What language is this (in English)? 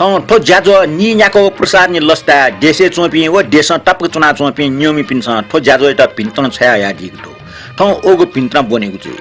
Newari